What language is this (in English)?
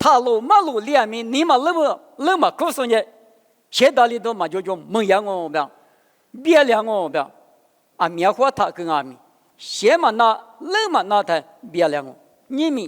Lisu